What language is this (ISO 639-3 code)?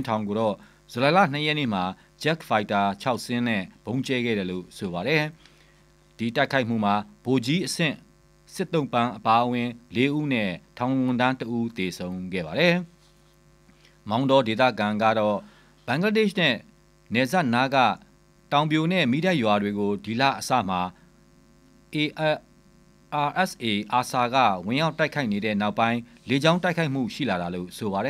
mya